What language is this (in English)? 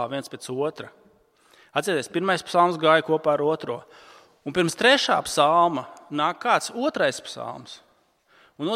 Latvian